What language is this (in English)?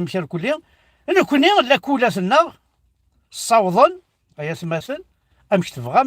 Kabyle